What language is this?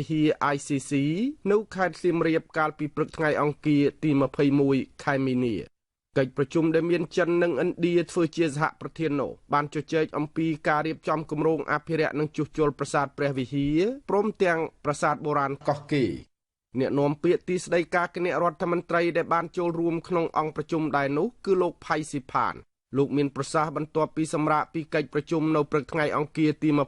Khmer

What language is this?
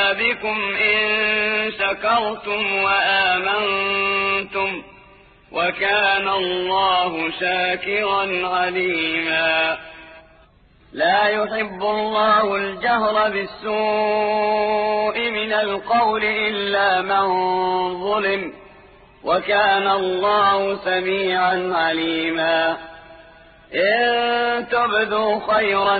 Arabic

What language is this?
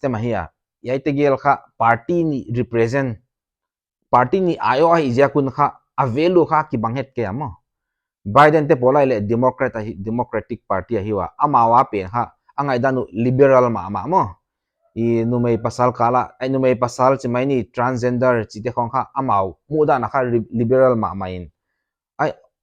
Paite Chin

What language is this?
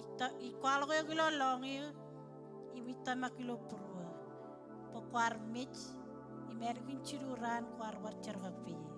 Marshallese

